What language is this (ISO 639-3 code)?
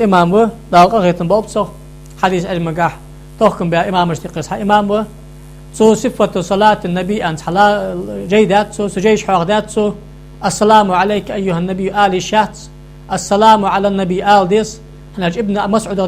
inh